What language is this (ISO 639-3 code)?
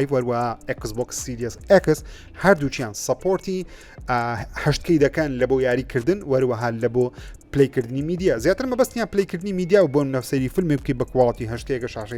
ckb